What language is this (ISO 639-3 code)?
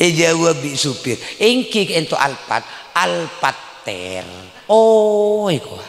mad